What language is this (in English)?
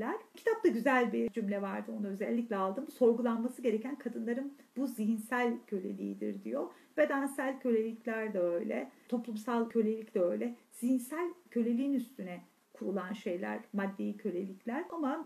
Turkish